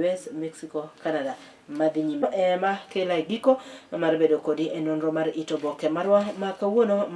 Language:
Luo (Kenya and Tanzania)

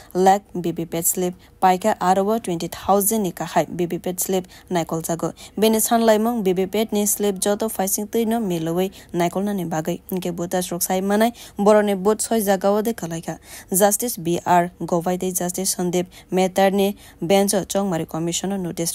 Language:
Kok Borok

